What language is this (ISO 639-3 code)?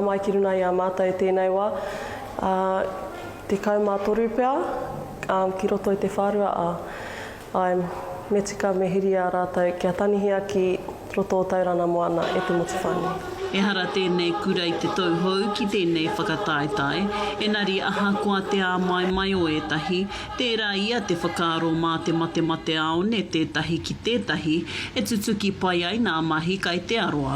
mri